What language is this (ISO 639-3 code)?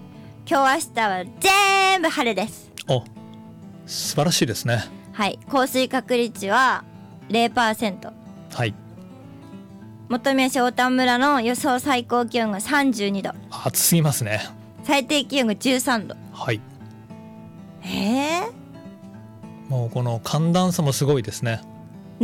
jpn